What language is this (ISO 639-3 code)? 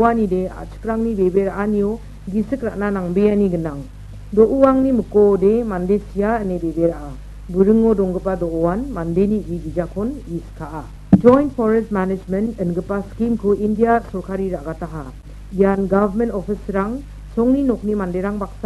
grt